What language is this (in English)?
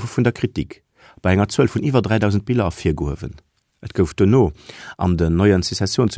Luxembourgish